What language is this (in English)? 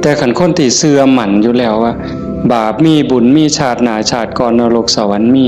Northeastern Thai